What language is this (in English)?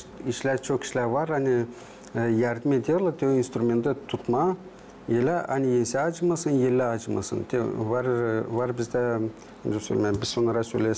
Gagauz